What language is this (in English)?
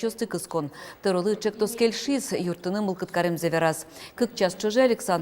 Udmurt